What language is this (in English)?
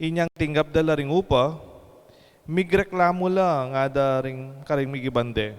Pampanga